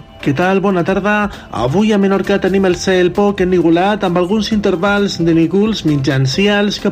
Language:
Catalan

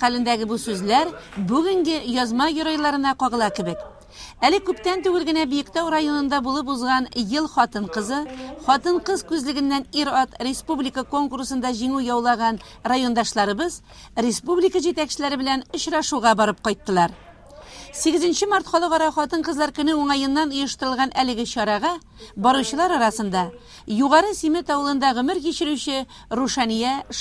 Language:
Tatar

